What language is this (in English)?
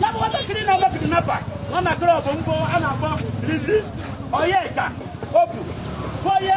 Igbo